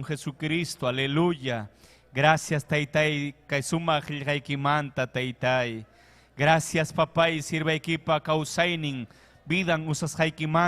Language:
Ayacucho Quechua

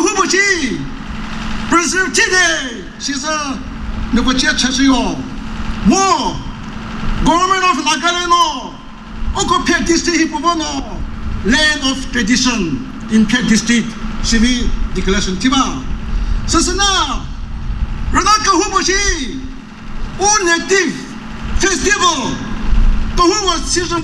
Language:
Chokri Naga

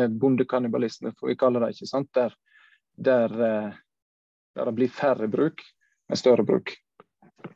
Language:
Norwegian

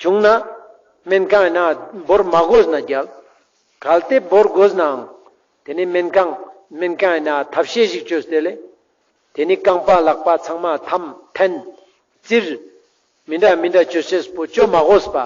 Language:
Ladakhi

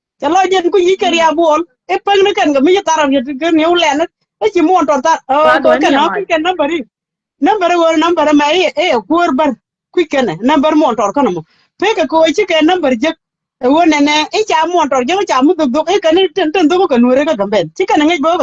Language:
Nuer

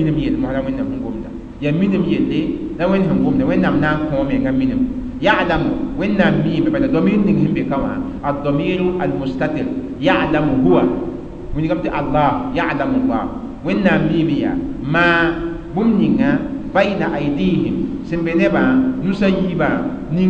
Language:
Mossi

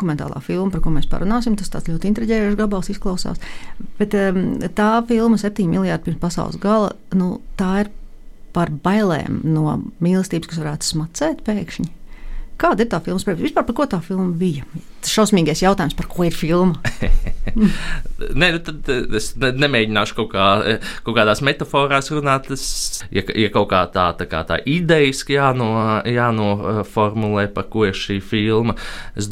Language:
Latvian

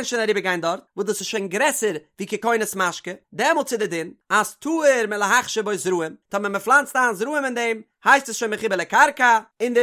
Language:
Yiddish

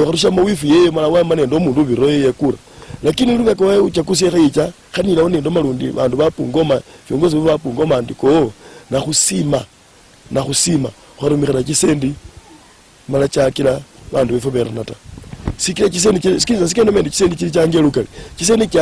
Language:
Luyia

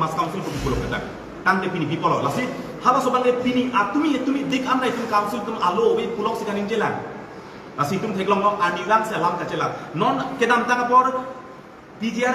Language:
Karbi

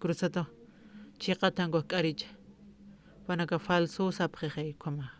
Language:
Aymara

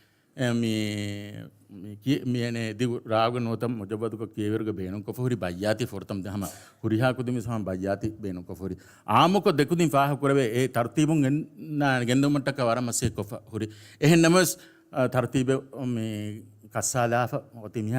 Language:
Divehi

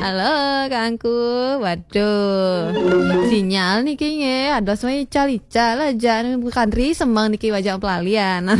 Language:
Balinese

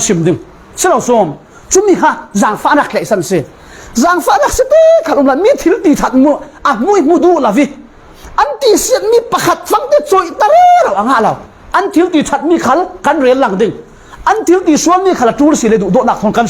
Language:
Falam Chin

